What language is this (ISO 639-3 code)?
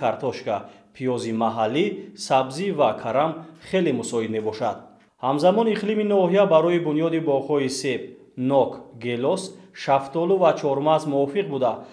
tgk